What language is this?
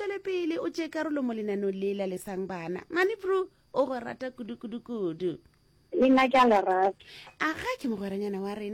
Northern Sotho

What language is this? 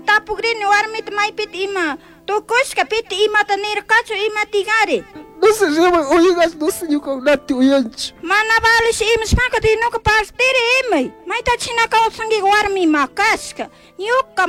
Chimborazo Highland Quichua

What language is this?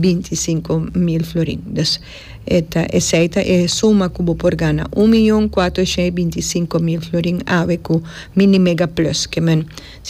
Papiamento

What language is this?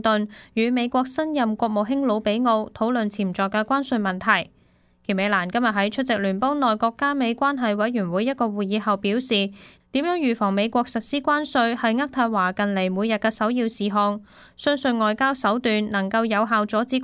Cantonese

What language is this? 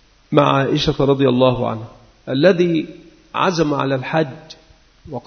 Arabic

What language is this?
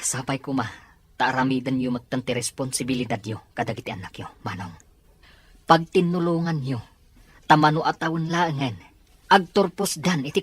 Iloko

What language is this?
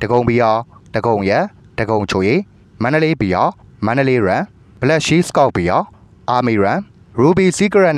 Burmese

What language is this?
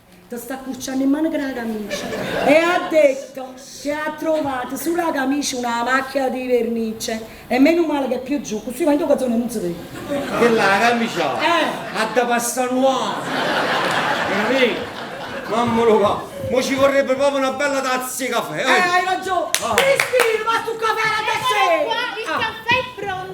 Neapolitan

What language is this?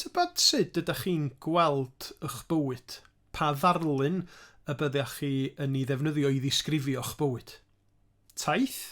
Welsh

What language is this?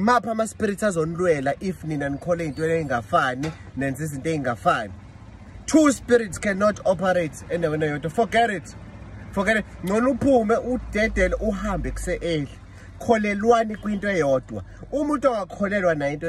Shona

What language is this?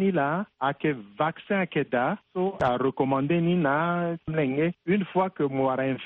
Sango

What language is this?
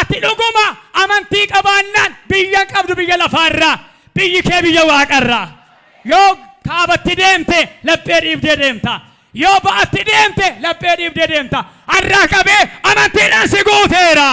Oromo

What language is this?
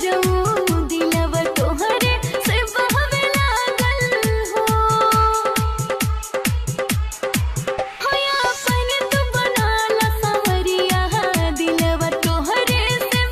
Bhojpuri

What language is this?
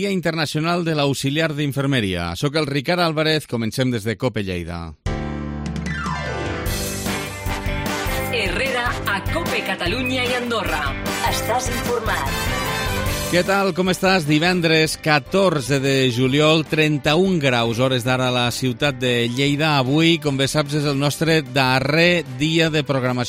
Catalan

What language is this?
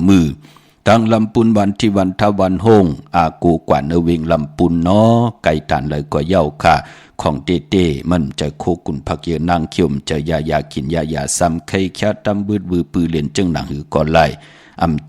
Shan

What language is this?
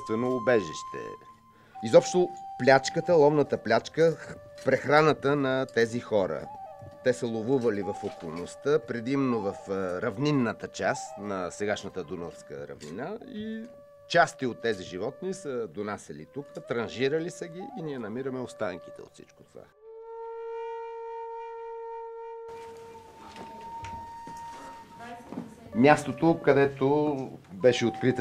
Bulgarian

